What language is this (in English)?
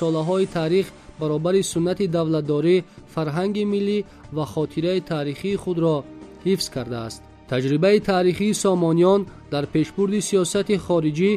Tajik